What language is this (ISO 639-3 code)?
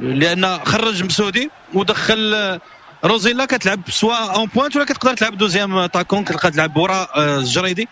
ary